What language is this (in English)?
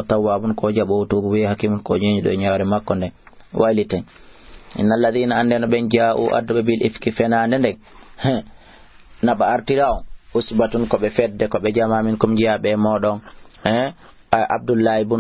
Fula